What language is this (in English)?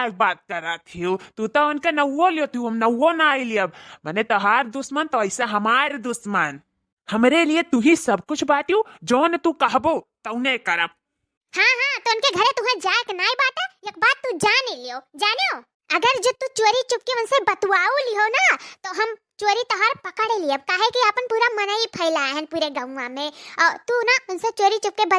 Awadhi